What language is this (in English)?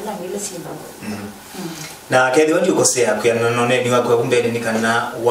Kamba